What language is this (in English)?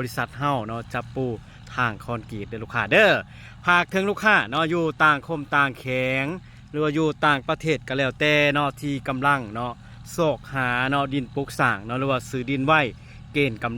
Lao